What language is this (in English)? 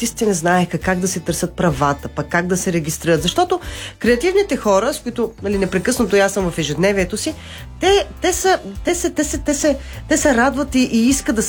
Bulgarian